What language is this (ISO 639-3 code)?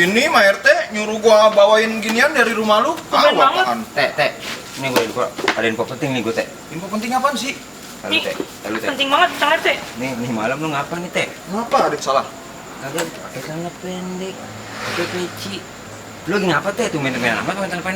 bew